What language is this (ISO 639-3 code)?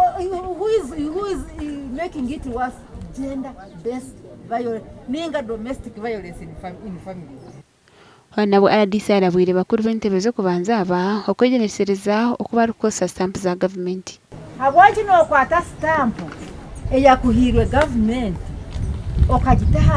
nyn